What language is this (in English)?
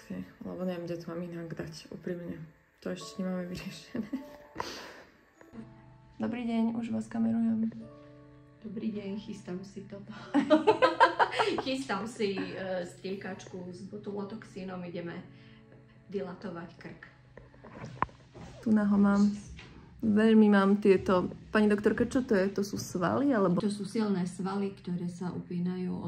Slovak